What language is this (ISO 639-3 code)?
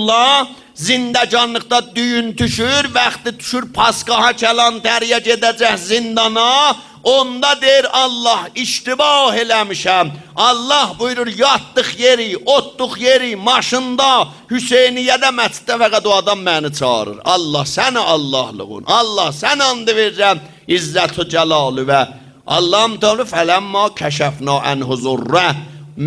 azb